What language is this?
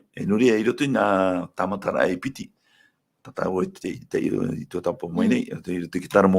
Tahitian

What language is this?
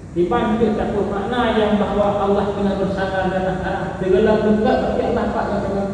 Achinese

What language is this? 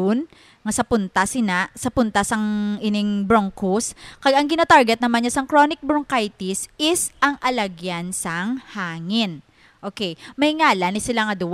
Hiligaynon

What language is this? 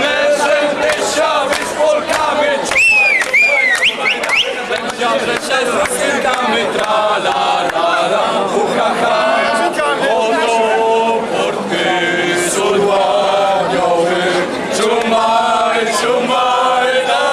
Rusyn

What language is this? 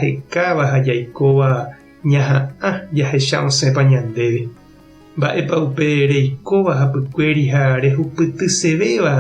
Guarani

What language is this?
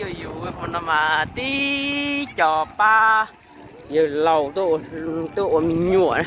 Hmong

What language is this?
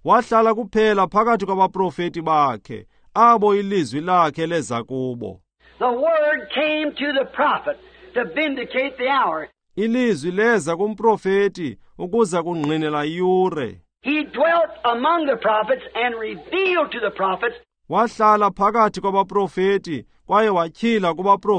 Xhosa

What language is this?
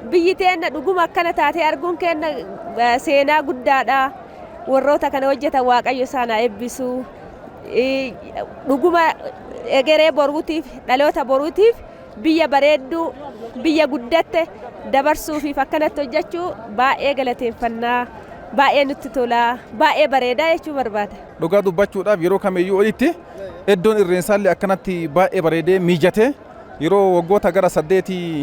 Oromo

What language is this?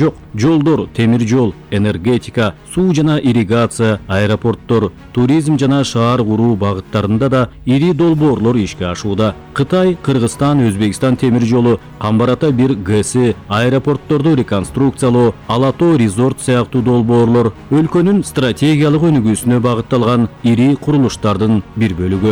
Kyrgyz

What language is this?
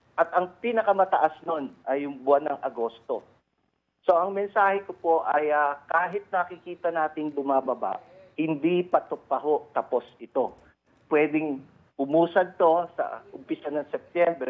Filipino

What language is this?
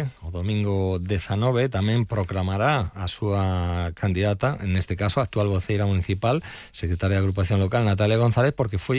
Galician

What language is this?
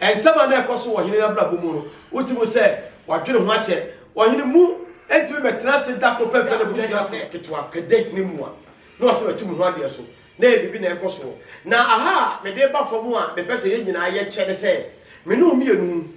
Akan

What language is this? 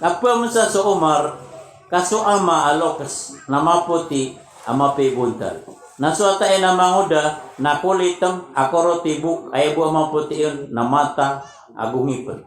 Maranao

